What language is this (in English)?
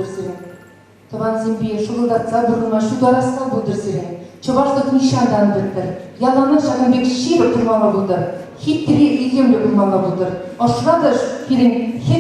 Chuvash